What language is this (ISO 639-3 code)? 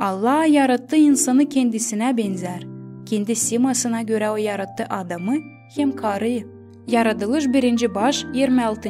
gag